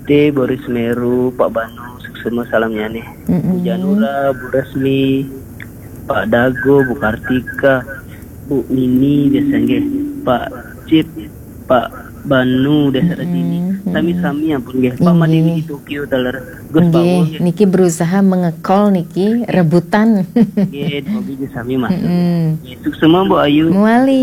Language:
Balinese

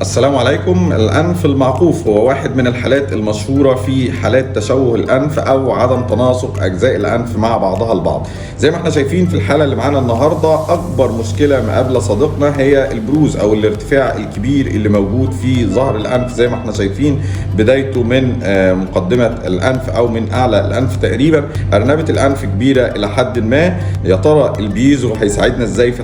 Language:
Egyptian Arabic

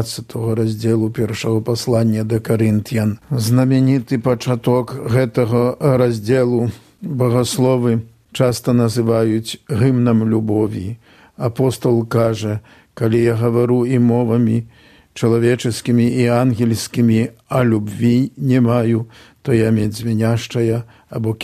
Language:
Belarusian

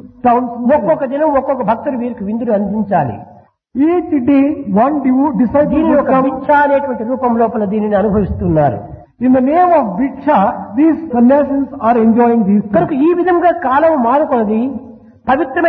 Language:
Telugu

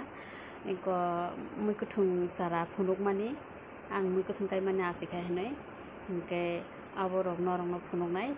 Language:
Kok Borok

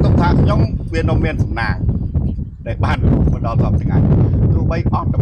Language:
Khmer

